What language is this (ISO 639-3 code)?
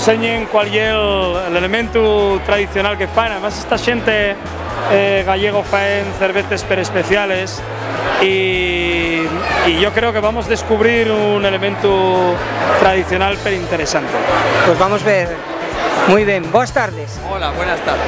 ast